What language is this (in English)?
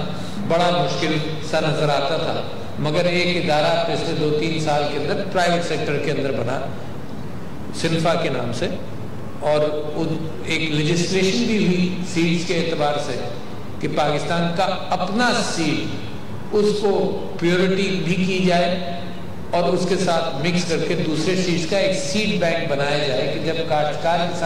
Urdu